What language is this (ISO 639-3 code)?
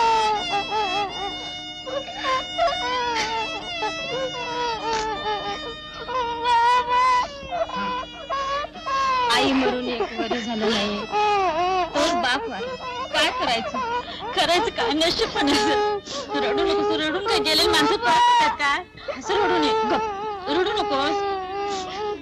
mar